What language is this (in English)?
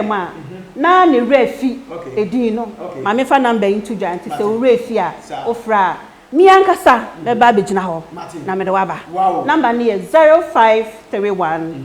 Akan